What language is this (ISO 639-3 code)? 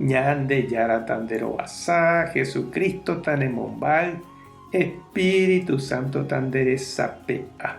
grn